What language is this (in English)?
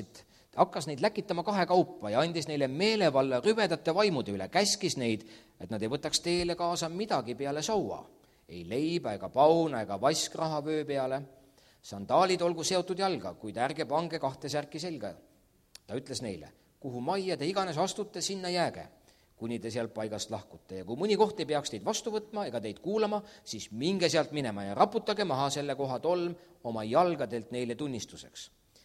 Estonian